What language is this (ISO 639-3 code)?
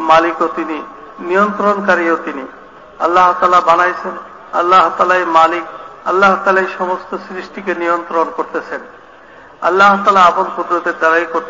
ben